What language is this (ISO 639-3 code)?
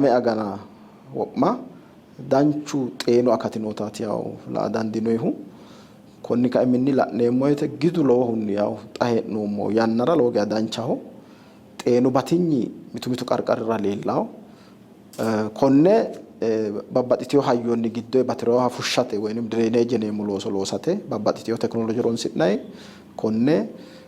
sid